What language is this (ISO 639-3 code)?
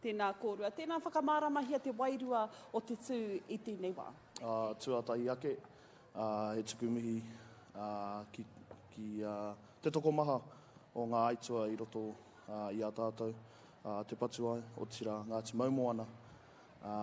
mri